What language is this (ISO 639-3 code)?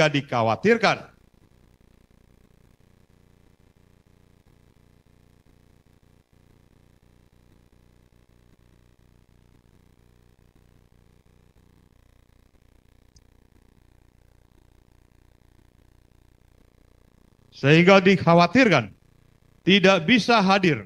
ind